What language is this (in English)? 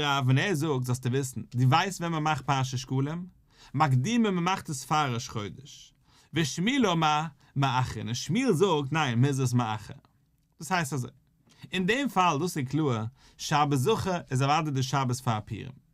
Yiddish